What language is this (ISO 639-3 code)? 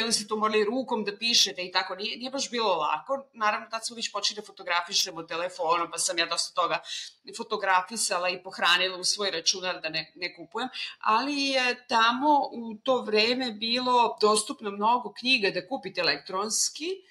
srp